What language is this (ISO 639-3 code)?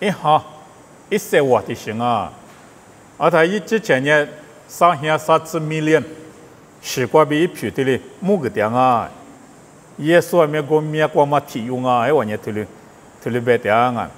lis